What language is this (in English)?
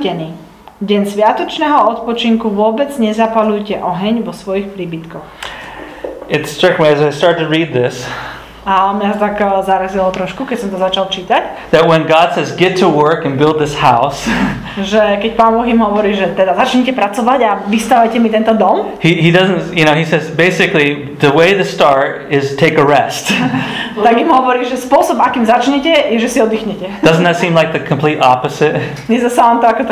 Slovak